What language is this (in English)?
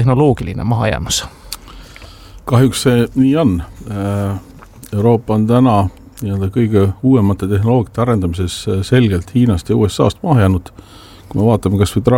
Estonian